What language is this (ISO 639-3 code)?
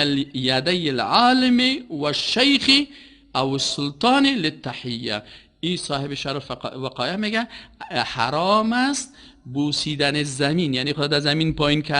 fas